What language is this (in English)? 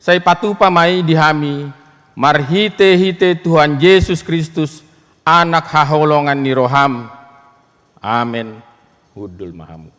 Batak Toba